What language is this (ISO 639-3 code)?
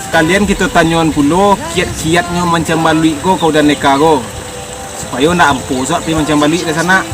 min